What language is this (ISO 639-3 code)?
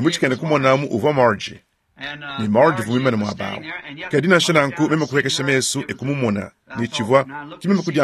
lua